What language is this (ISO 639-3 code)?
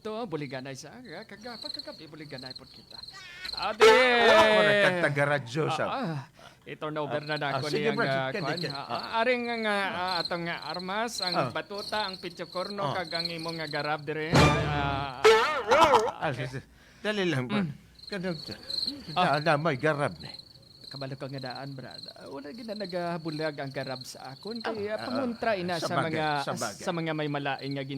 hil